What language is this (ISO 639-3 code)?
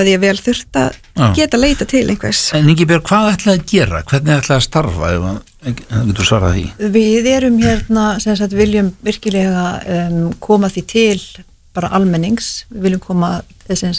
isl